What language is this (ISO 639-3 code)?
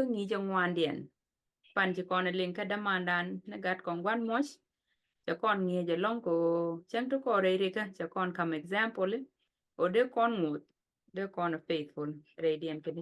nus